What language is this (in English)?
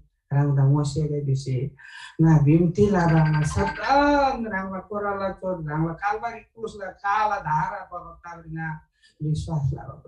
Eastern Tamang